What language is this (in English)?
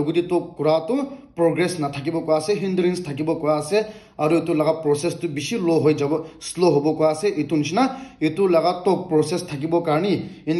Naga Pidgin